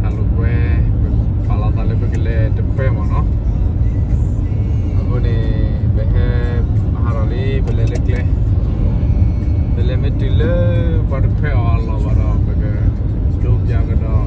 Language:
S'gaw Karen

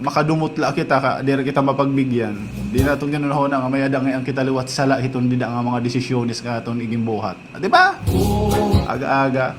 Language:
Waray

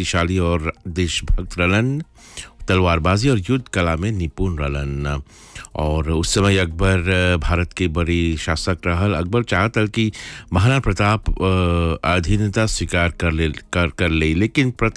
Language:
Bhojpuri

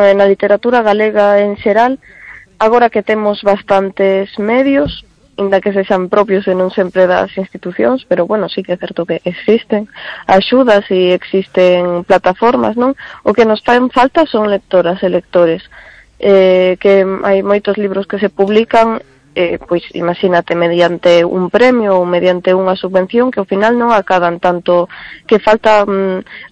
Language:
Galician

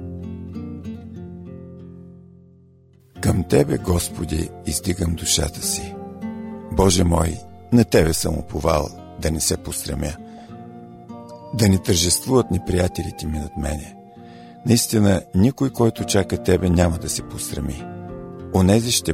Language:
Bulgarian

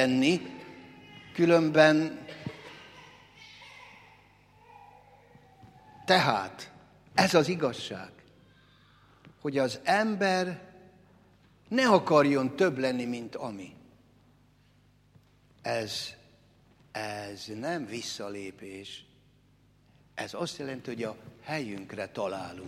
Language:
Hungarian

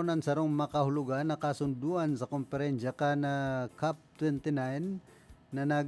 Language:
Bikol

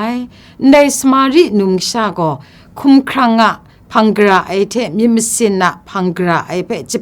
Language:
Kachin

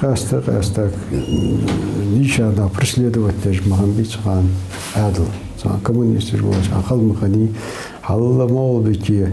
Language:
Ingush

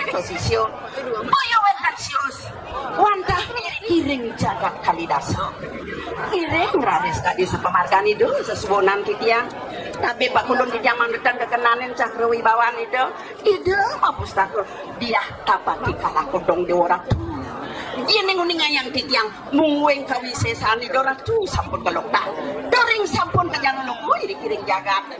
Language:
Balinese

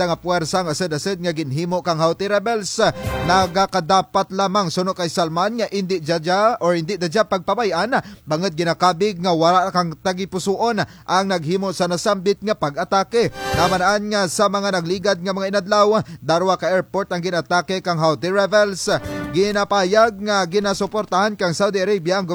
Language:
Kinaray-a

